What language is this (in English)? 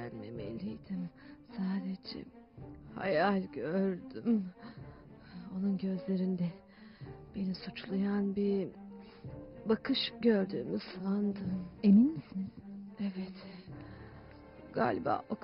Turkish